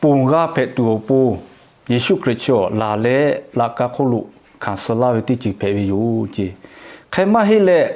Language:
Lahu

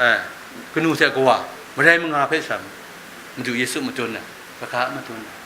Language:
Kachin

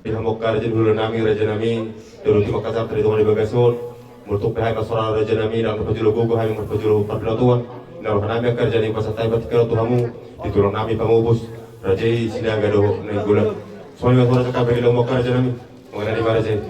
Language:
Batak Toba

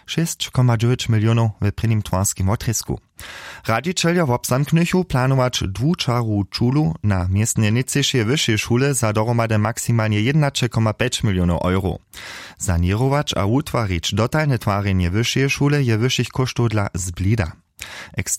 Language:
Upper Sorbian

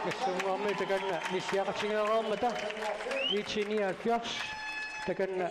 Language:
Kalaallisut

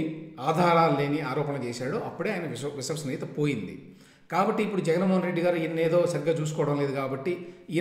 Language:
Telugu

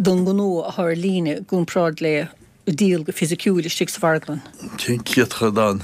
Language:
Irish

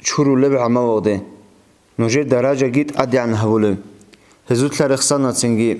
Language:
Avaric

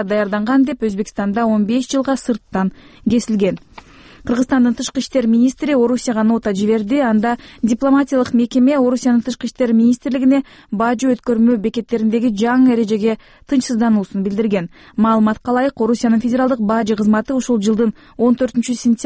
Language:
Kyrgyz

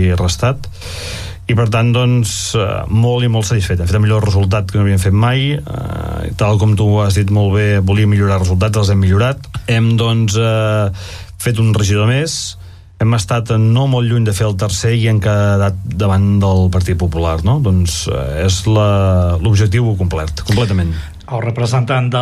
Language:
Catalan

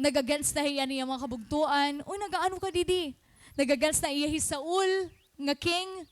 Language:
Waray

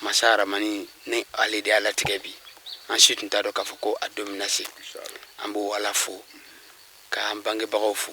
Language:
Bambara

